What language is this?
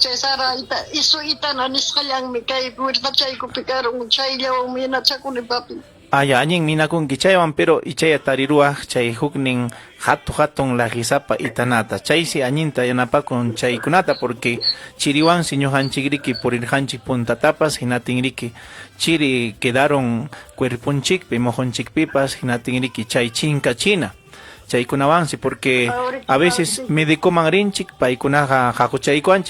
Ayacucho Quechua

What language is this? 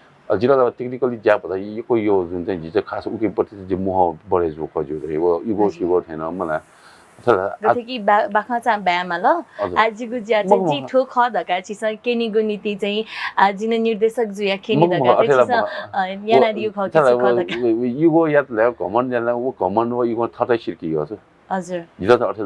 Newari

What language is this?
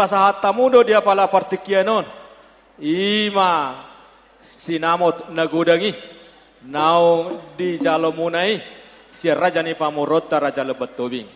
Batak Toba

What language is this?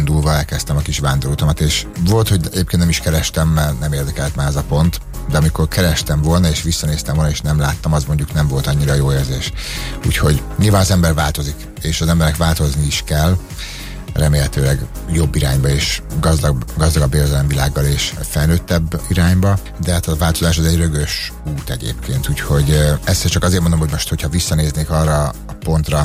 Hungarian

